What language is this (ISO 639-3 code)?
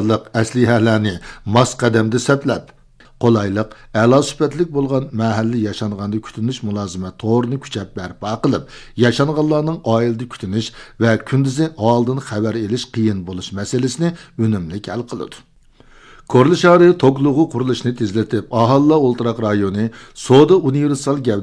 uig